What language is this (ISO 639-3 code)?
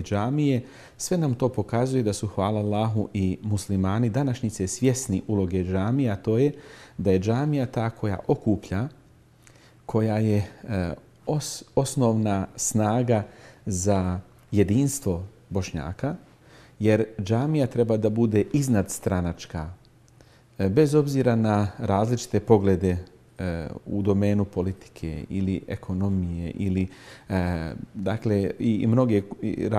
bos